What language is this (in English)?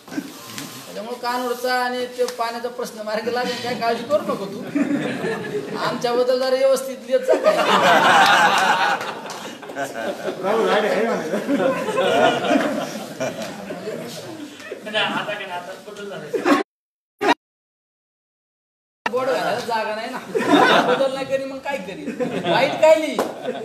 Marathi